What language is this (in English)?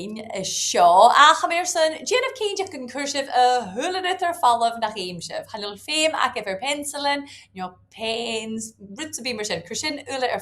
Scottish Gaelic